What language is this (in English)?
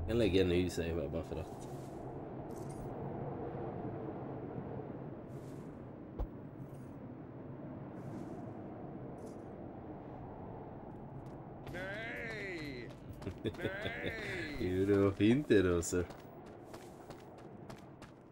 Swedish